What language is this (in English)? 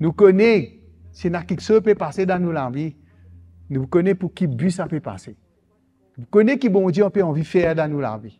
Morisyen